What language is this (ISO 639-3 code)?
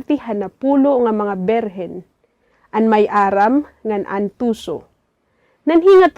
war